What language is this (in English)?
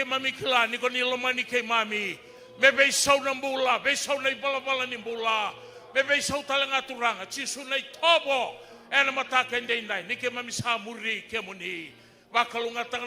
Fijian